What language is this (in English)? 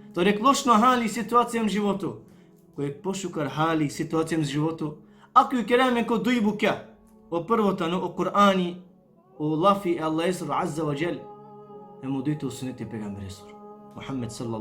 Balkan Romani